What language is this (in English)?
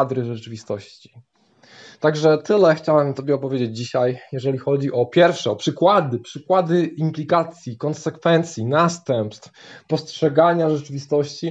Polish